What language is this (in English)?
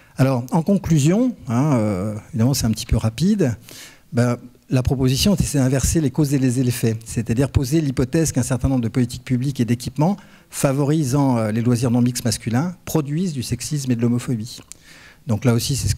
French